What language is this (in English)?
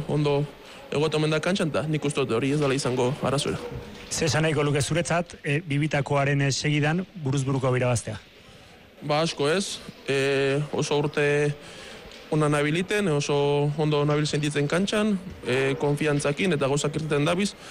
Basque